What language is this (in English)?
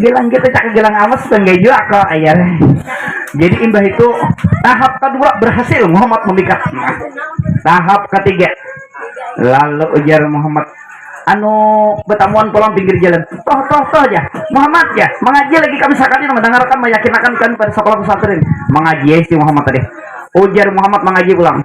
Banjar